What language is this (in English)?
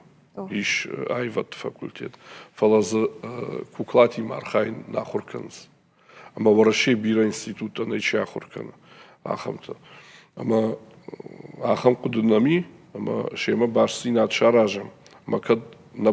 Ossetic